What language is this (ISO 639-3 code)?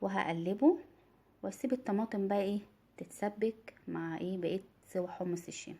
arz